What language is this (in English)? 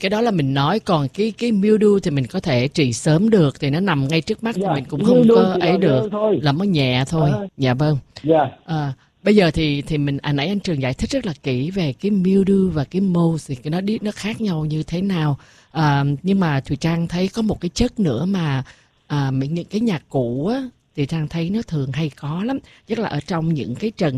Vietnamese